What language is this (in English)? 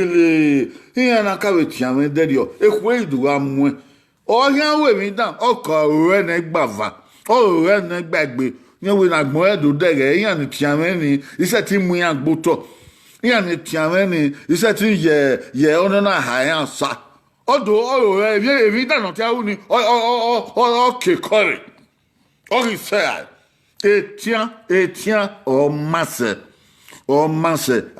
Bini